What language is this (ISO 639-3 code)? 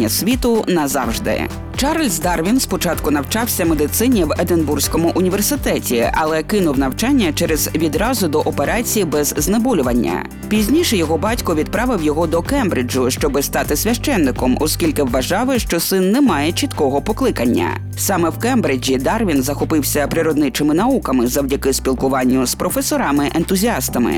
ukr